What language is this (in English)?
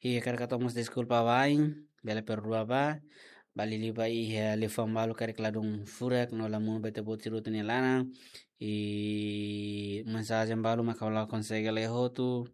Tetum